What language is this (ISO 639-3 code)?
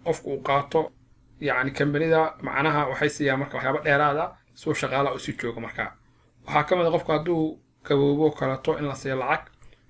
som